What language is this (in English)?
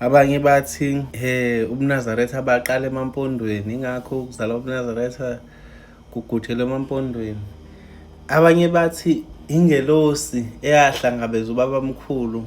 Zulu